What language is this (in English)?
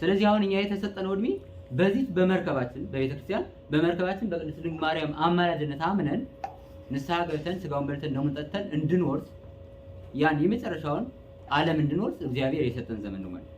Amharic